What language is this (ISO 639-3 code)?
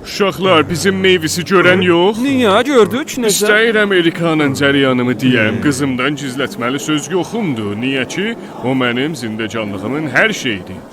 azb